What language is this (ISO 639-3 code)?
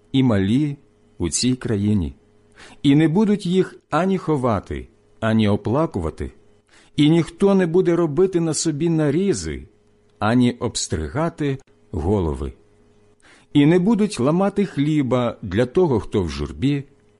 ukr